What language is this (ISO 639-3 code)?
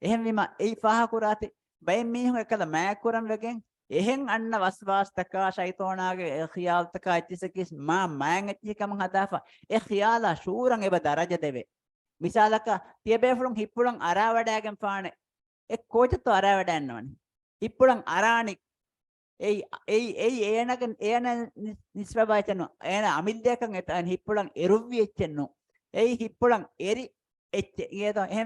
div